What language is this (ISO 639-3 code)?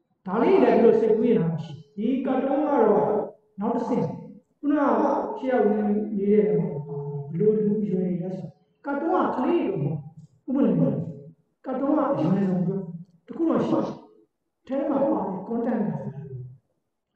mya